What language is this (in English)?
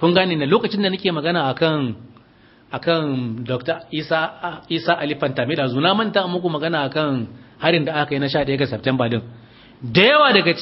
Hausa